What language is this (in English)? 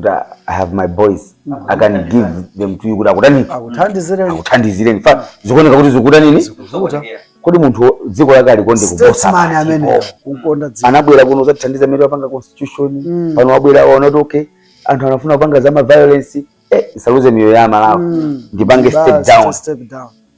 Nyanja